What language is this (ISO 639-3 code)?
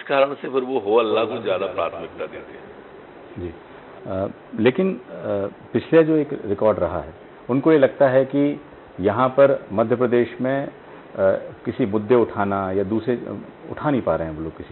hin